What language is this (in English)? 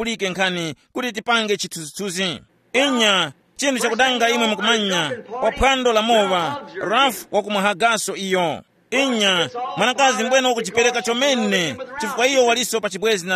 Tumbuka